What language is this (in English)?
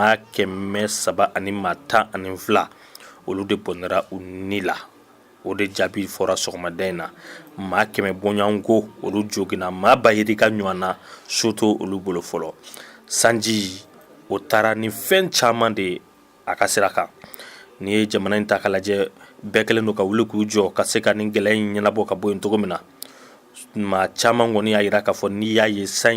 Bambara